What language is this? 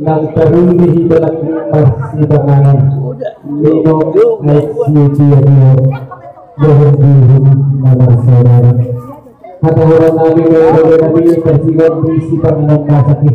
Batak Toba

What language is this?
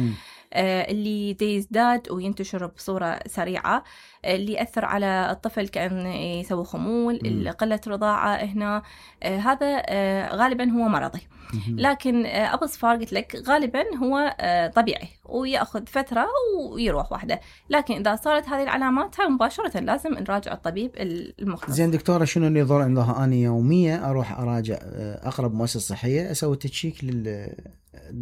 Mesopotamian Arabic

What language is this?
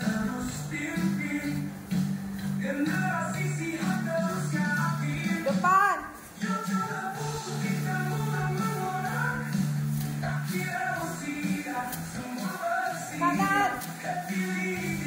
Malay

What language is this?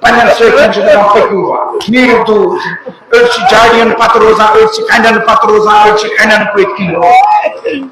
Kashmiri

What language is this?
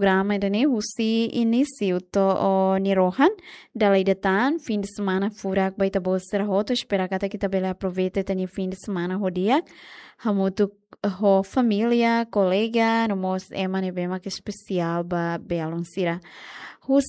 Tetum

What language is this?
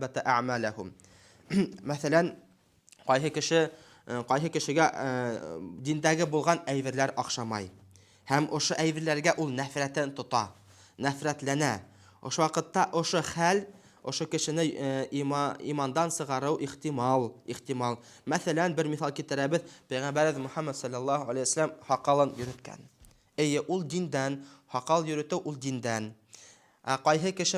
Bashkir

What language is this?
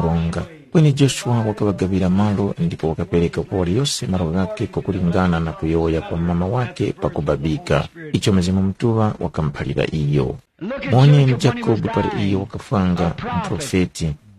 Tumbuka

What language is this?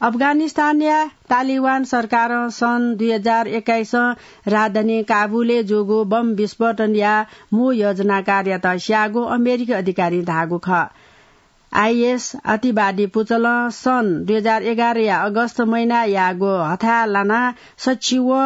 Newari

